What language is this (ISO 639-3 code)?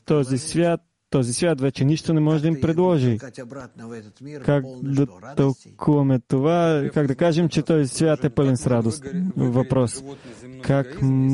bul